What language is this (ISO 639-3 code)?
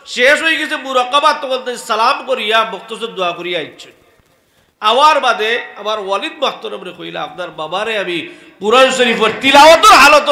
syl